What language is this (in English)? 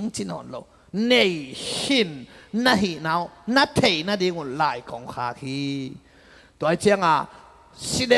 Tedim Chin